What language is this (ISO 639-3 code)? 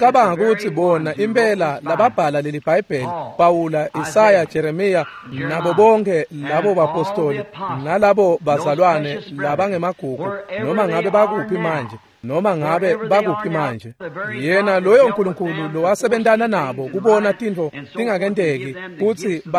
ssw